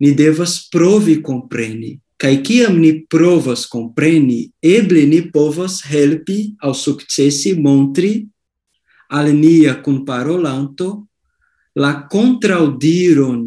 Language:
Esperanto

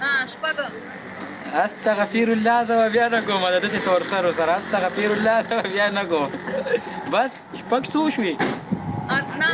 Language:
Pashto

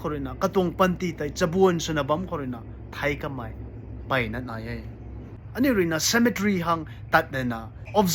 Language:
Rongmei Naga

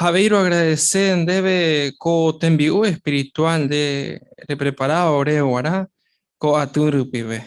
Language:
Guarani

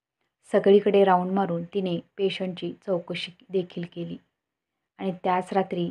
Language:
Marathi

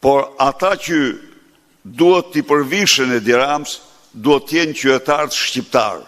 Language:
Albanian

